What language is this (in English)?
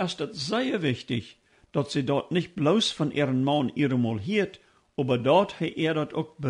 Plautdietsch